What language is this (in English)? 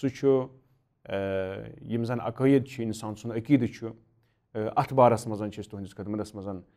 Kashmiri